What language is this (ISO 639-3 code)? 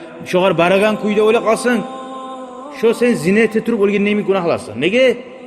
kum